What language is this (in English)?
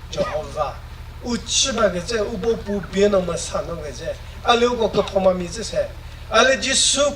Chokri Naga